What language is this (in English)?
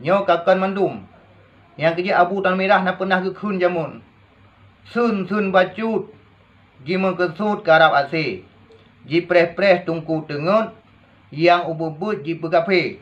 Achinese